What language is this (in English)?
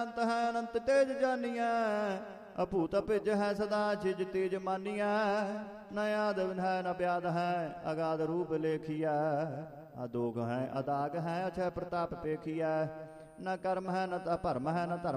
Punjabi